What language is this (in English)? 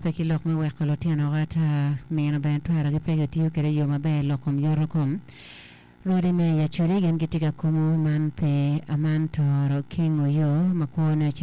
Acoli